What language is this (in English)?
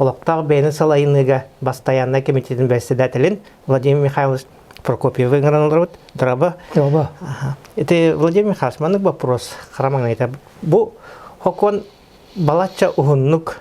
Yakut